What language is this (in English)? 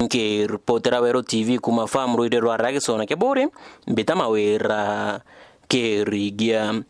Meru